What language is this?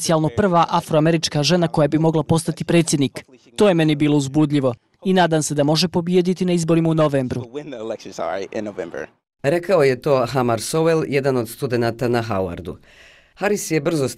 Bosnian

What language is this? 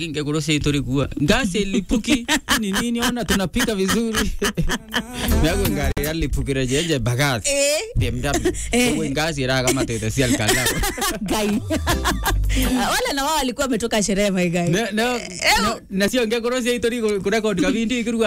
Swahili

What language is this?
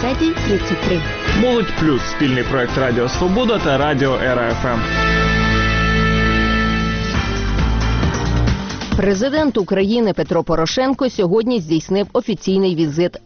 Ukrainian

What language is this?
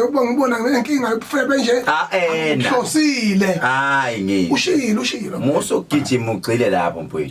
Zulu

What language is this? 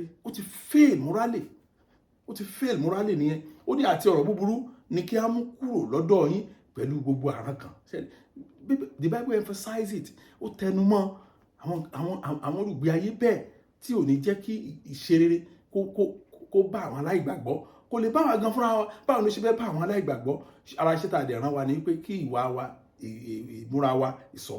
Yoruba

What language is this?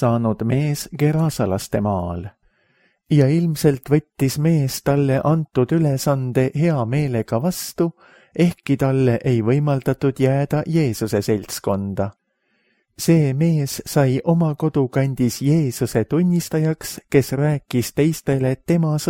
Estonian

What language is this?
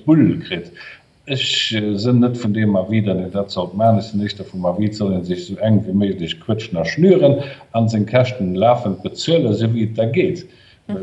Luxembourgish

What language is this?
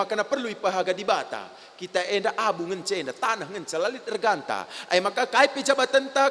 Batak Karo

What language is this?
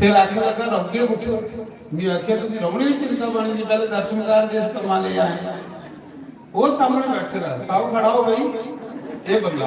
Dogri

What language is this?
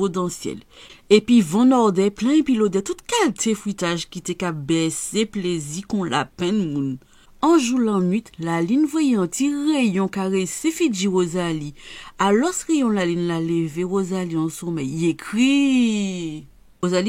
Guadeloupean Creole French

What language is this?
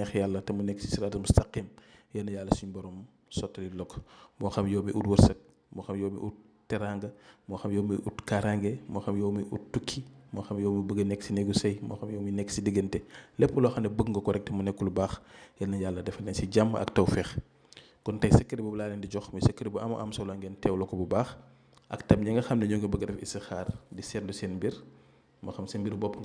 Wolof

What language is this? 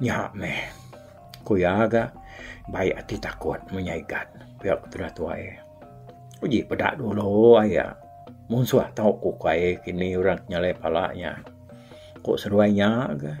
Iban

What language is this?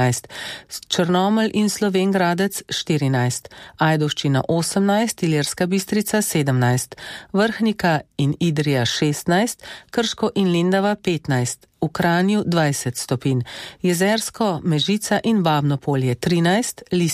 Slovenian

